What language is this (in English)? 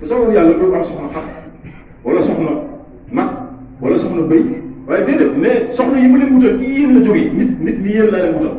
Wolof